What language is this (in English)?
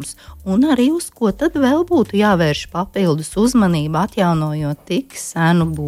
Latvian